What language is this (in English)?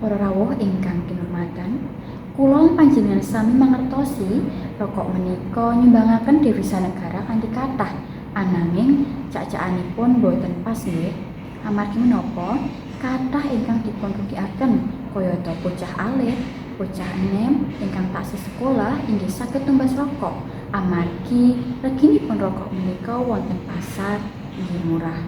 Javanese